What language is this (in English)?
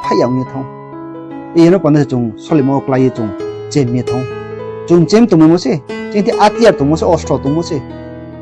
Riang (India)